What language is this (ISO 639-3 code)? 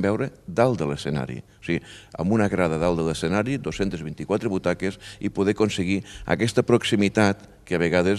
cat